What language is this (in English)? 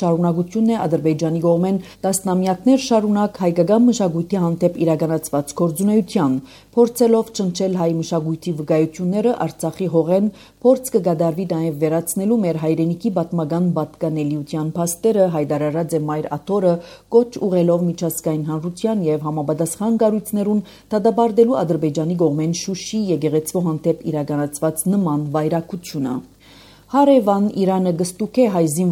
Armenian